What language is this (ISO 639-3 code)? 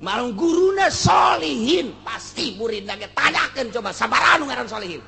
sun